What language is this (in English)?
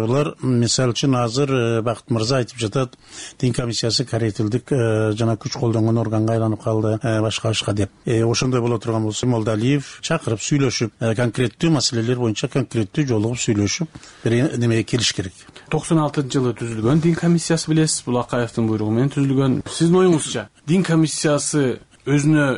Kyrgyz